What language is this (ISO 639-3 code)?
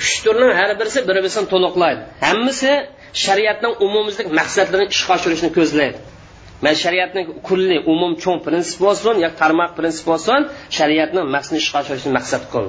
uig